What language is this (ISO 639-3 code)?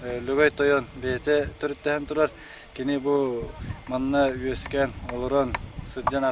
sah